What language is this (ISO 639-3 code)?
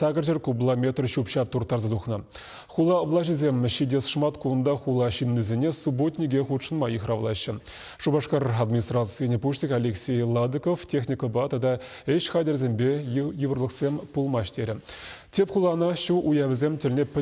chv